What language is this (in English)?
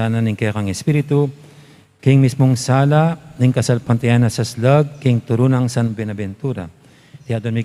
Pampanga